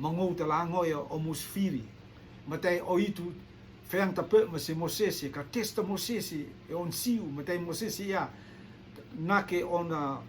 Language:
Rotuman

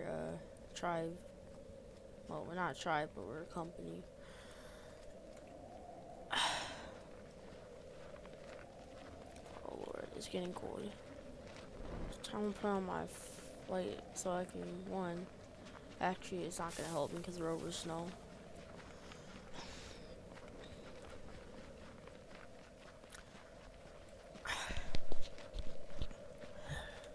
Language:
English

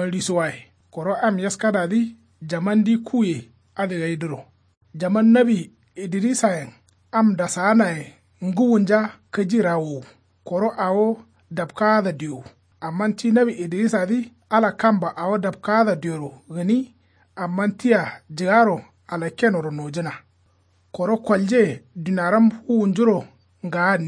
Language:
Kanuri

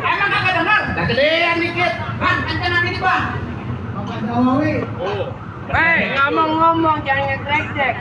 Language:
Betawi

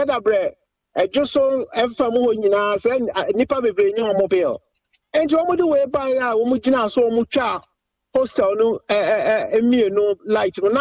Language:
Akan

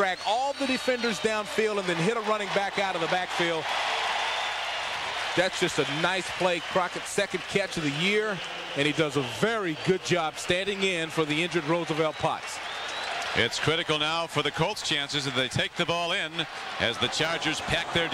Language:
English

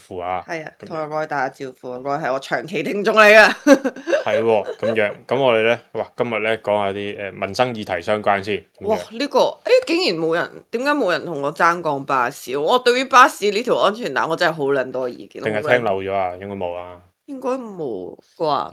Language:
Cantonese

